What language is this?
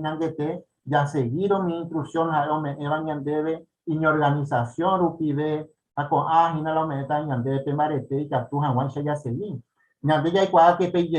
Guarani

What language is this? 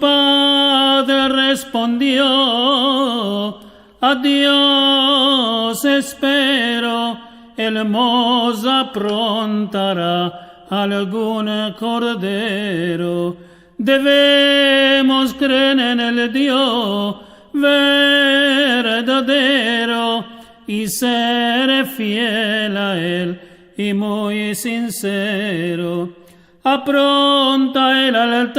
Ladino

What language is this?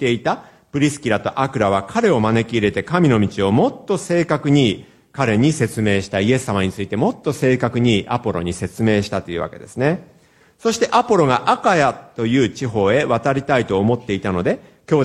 Japanese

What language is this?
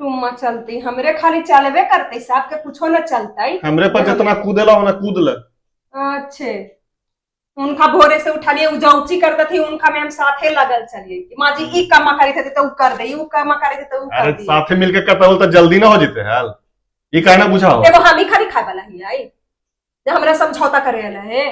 Magahi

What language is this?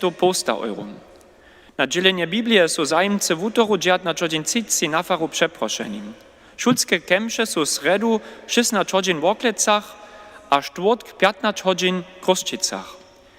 Upper Sorbian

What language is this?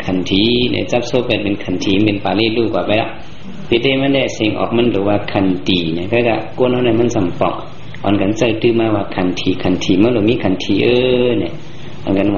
Shan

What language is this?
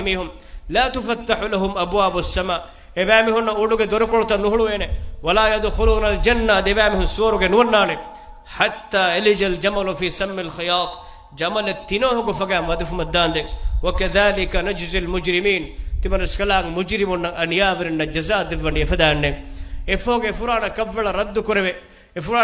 Divehi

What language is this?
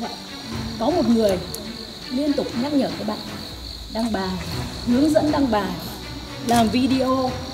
Vietnamese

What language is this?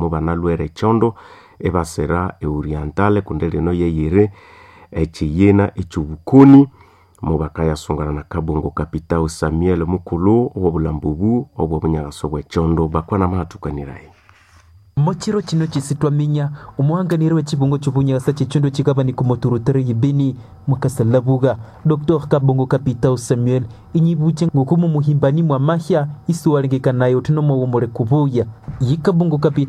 Nande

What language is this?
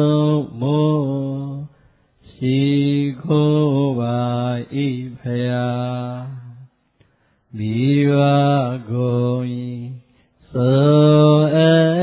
Burmese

